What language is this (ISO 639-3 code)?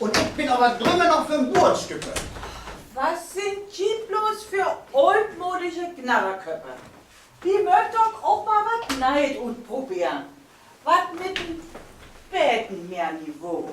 nds